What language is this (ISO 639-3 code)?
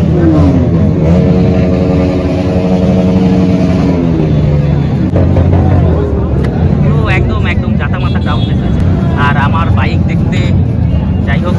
ben